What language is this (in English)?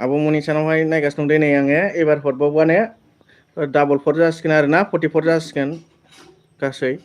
Bodo